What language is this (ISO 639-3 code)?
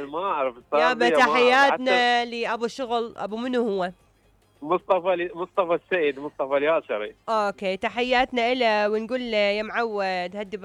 acm